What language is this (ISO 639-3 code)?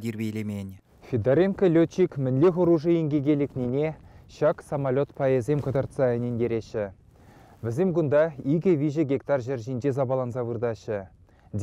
chv